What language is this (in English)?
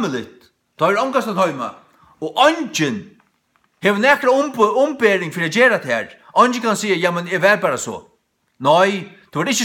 Faroese